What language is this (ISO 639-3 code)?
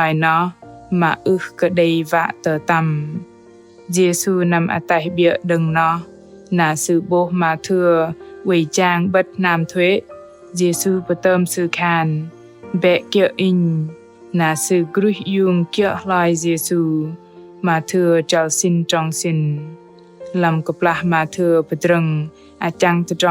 bdq